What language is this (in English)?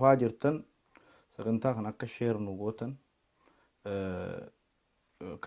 Oromo